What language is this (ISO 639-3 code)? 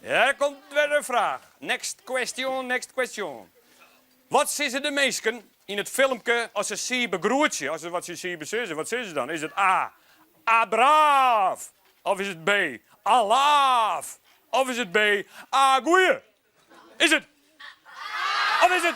fry